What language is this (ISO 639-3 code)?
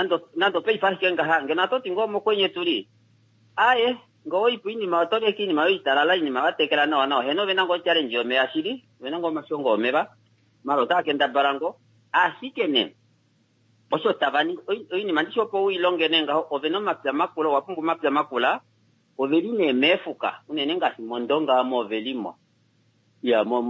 kua